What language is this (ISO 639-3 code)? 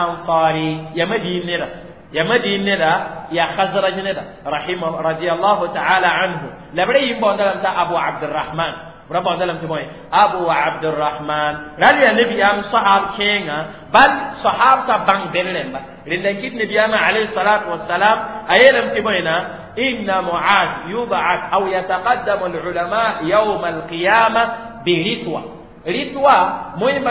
mos